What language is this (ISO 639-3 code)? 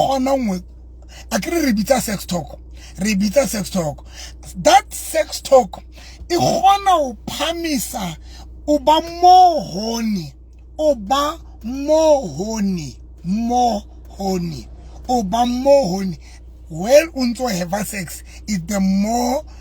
sot